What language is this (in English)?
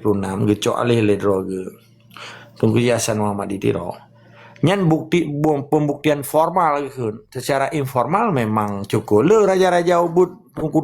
Achinese